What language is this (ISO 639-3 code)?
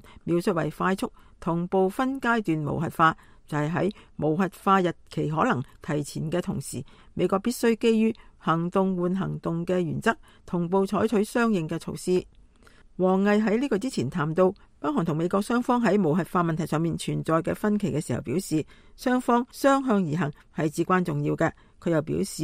yue